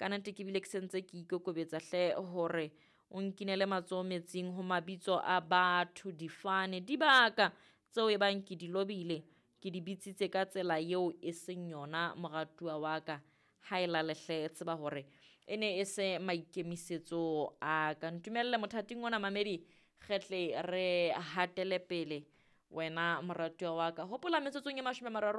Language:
Southern Sotho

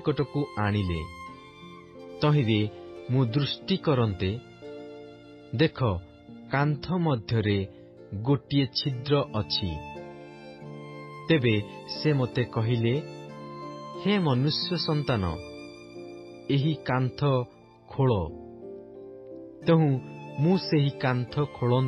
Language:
Odia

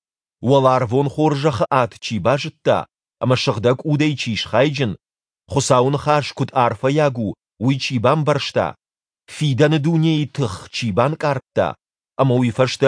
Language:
Ossetic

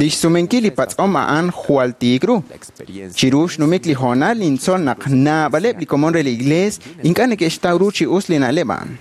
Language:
Kekchí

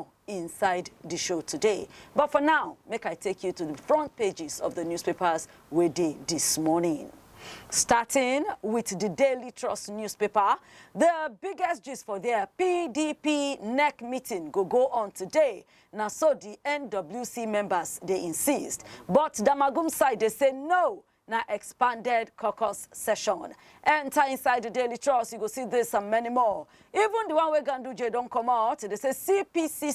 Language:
Nigerian Pidgin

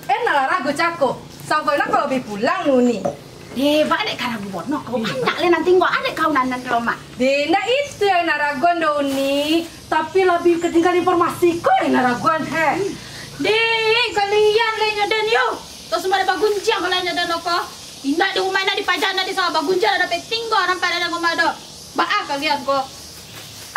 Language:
Minangkabau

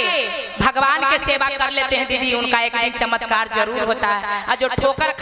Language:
Magahi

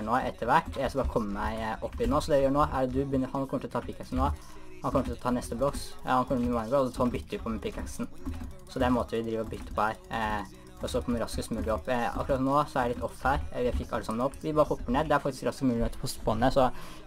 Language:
Norwegian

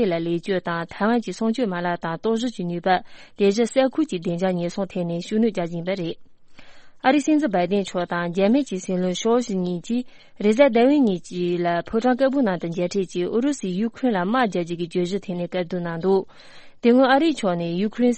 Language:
Tibetan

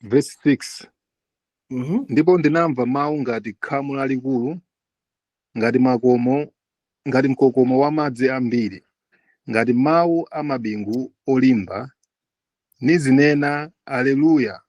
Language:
Nyanja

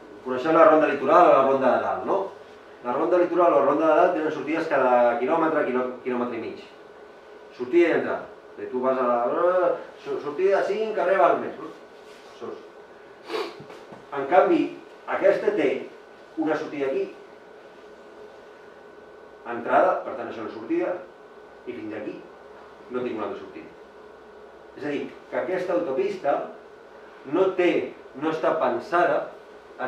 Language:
Catalan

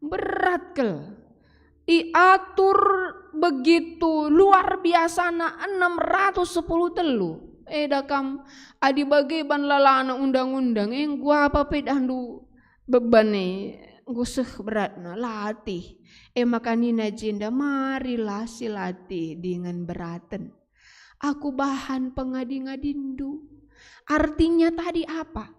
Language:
Batak Karo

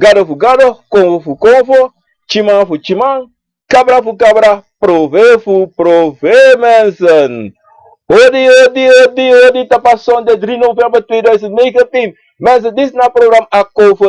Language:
Sranan Tongo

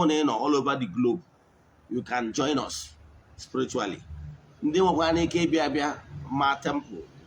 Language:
Igbo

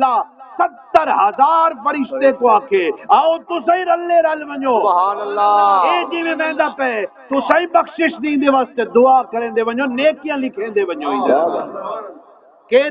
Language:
Saraiki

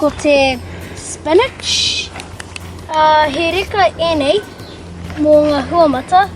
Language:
Māori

